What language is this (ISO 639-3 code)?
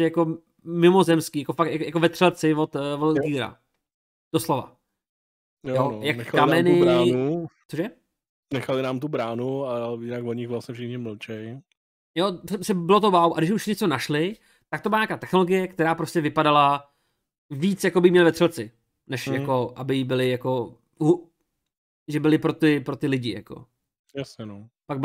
ces